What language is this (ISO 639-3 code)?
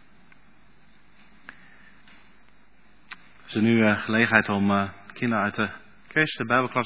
nld